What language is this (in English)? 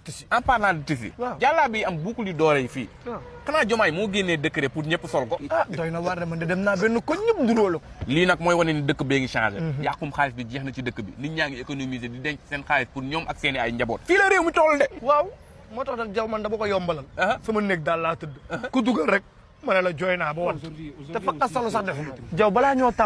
Wolof